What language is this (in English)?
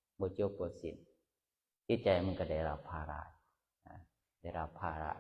Northeastern Thai